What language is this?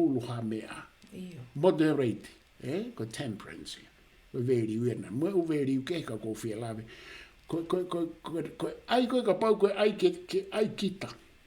Tongan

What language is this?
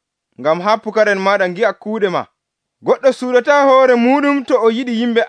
Nigerian Fulfulde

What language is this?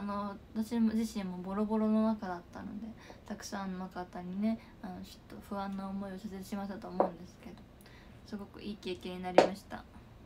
Japanese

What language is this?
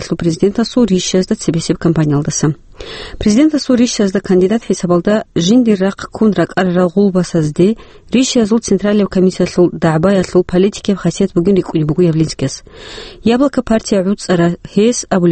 Avaric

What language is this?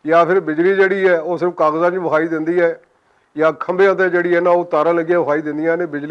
Western Panjabi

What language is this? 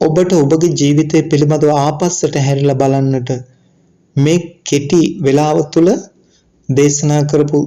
Sinhala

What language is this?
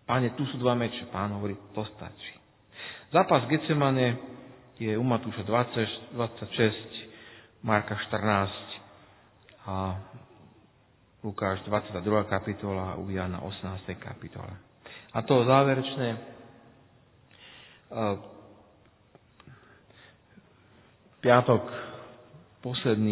Slovak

